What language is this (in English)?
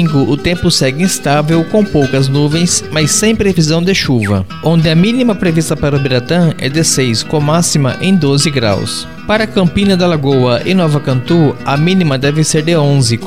Portuguese